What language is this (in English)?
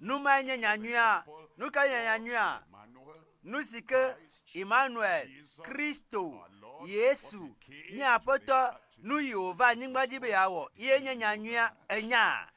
Ewe